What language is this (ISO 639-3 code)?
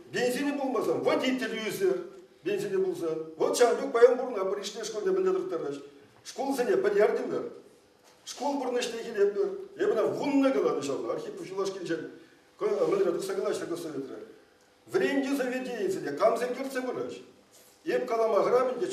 chv